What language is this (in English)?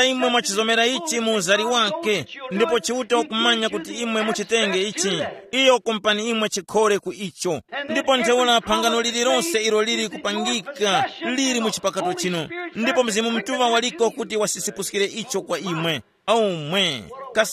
Tumbuka